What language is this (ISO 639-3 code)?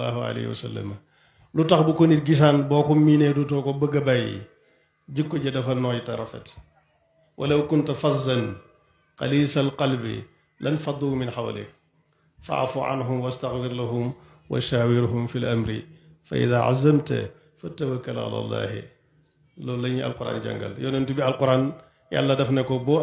wol